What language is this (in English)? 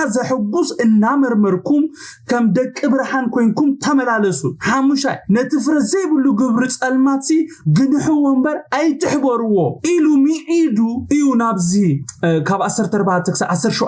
Tigrinya